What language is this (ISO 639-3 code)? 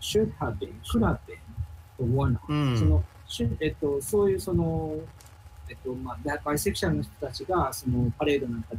jpn